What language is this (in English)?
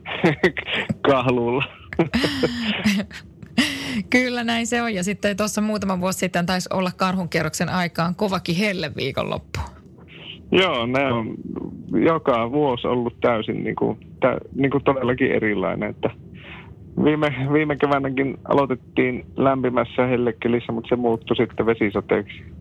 Finnish